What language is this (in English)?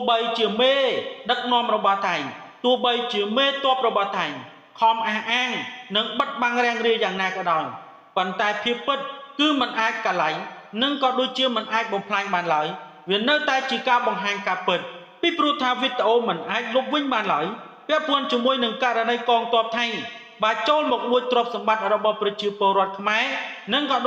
Khmer